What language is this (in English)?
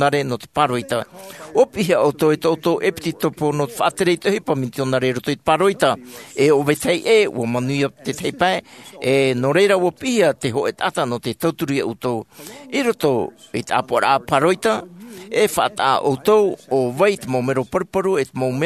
Tahitian